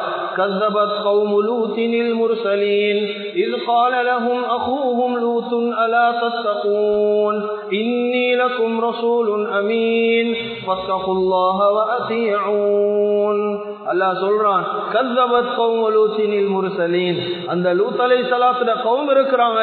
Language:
Tamil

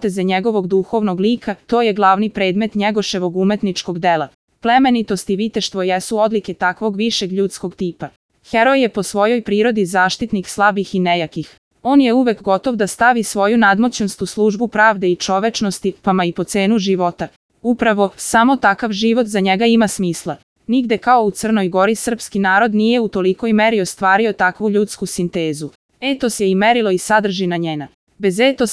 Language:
Serbian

